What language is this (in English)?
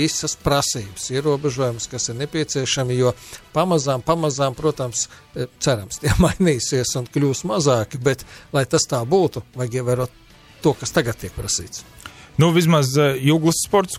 Latvian